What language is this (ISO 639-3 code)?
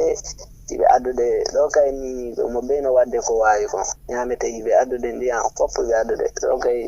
ful